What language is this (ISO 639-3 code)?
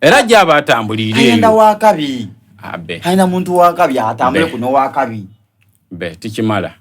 xog